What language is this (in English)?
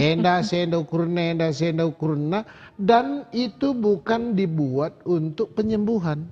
Batak Karo